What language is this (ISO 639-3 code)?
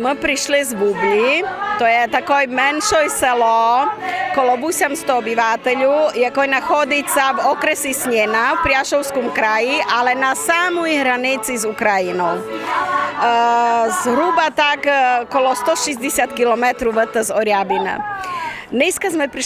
rue